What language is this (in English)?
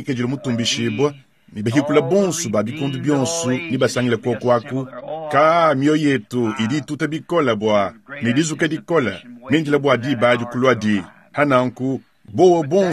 Luba-Lulua